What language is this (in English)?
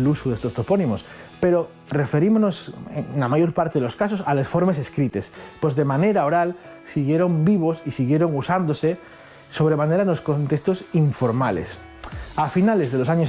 Asturian